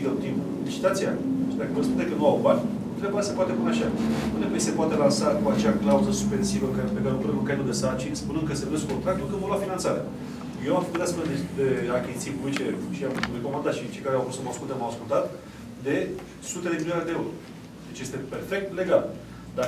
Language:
Romanian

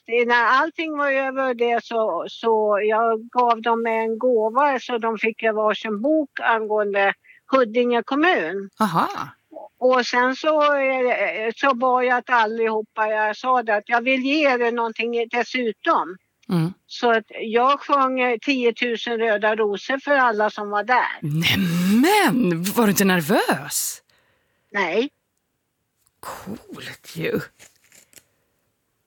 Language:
Swedish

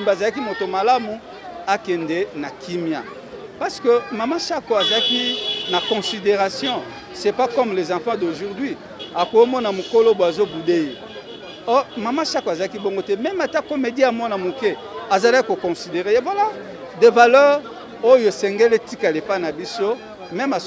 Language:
Lingala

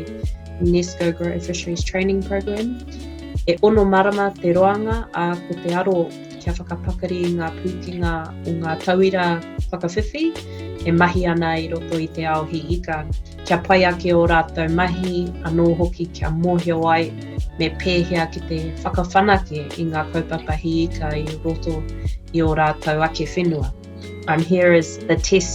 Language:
Māori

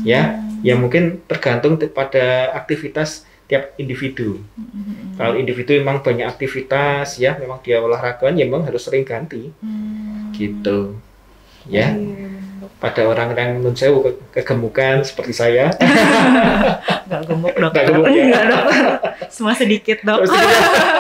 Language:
Indonesian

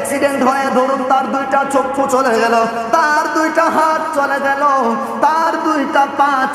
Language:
Bangla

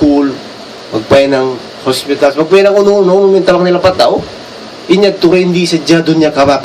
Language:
Tausug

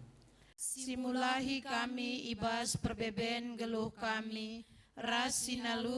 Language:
Batak Karo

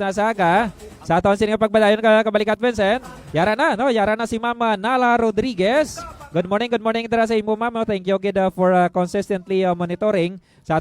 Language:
Hiligaynon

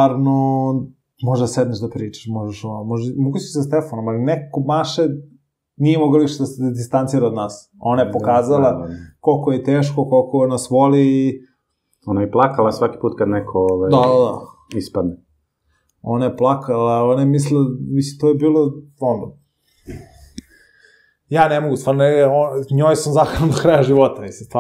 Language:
Serbian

